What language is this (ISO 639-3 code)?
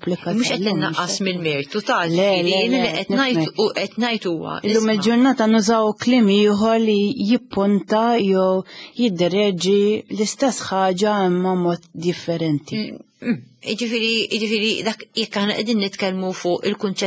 mlt